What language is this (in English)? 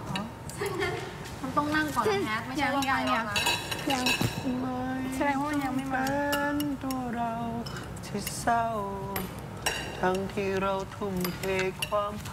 Thai